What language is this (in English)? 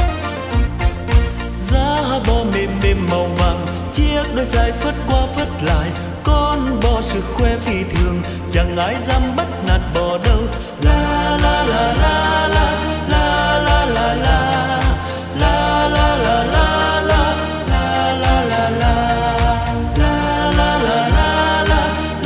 Vietnamese